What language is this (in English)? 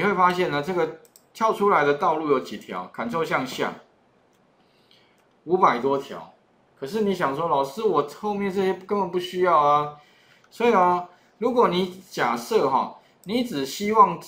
Chinese